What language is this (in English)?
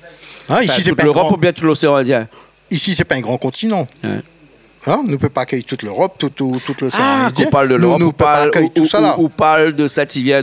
Réunion Creole French